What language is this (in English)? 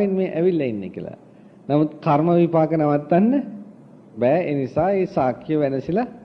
Sinhala